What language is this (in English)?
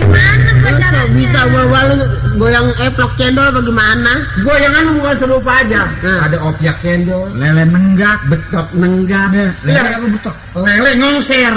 Betawi